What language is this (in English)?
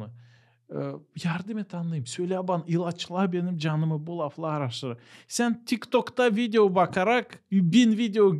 Gagauz